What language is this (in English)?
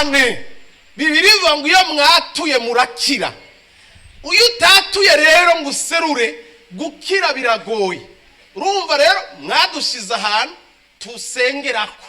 Rundi